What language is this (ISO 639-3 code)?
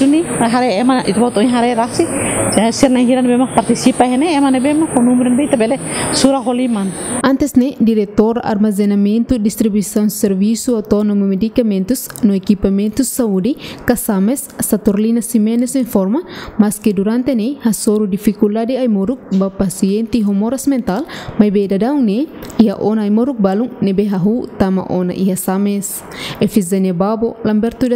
tet